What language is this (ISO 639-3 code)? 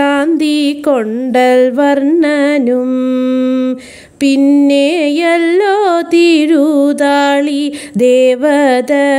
mal